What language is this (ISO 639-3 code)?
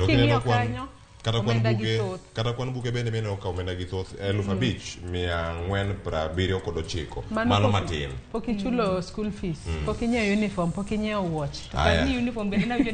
luo